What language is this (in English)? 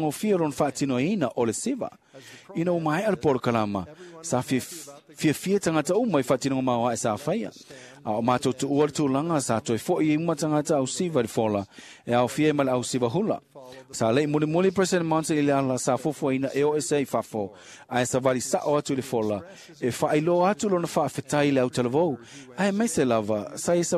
Samoan